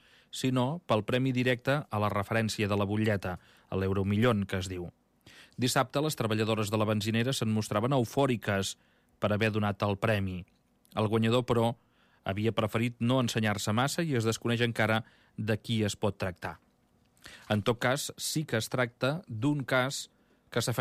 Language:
Catalan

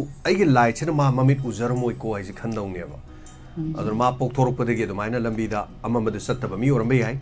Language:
Manipuri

